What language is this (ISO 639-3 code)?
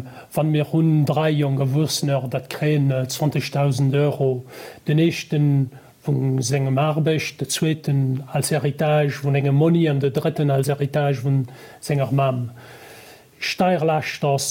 ltz